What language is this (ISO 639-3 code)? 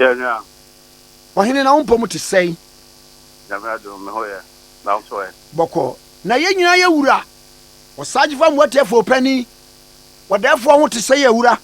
aka